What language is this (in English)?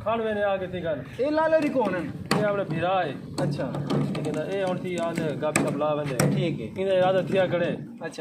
Saraiki